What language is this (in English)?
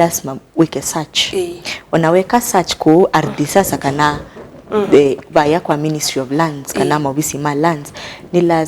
Kamba